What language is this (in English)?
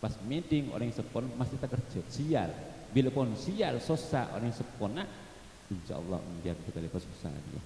Madurese